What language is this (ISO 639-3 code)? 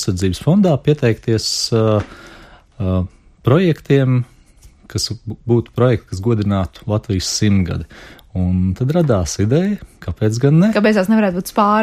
lav